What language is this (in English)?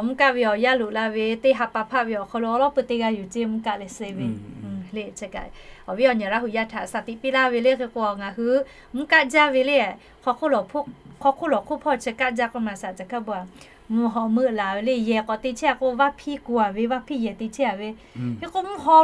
Lahu